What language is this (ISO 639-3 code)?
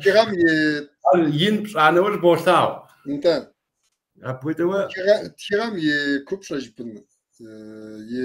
kbd